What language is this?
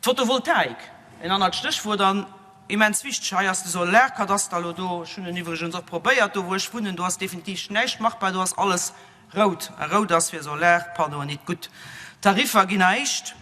Luxembourgish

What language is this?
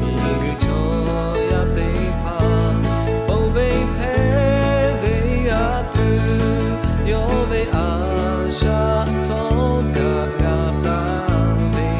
Lahu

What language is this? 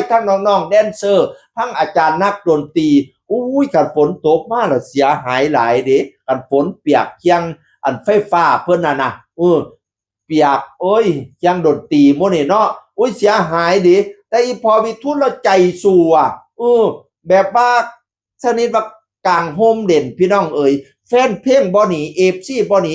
Northeastern Thai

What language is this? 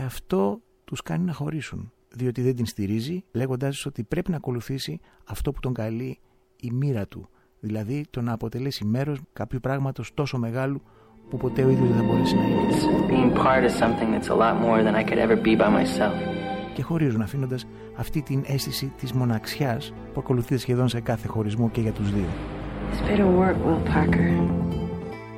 Greek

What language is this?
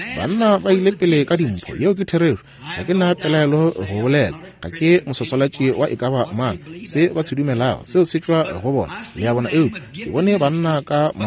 Northern Sotho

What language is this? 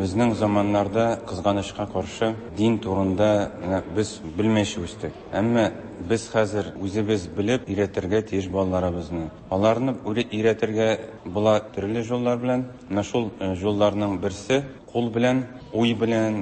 Tatar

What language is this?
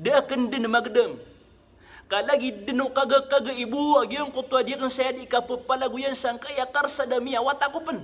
Maranao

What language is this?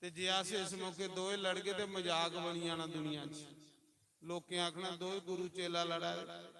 Dogri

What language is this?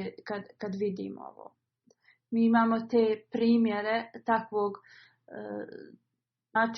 Bosnian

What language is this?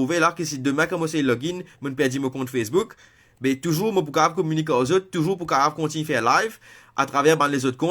Morisyen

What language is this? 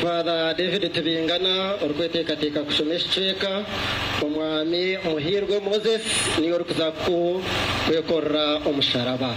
Nyankole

